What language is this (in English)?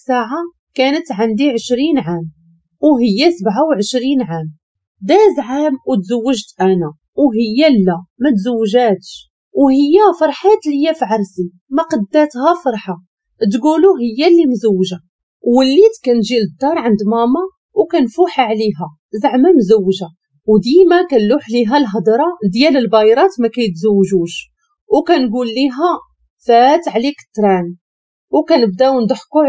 Moroccan Arabic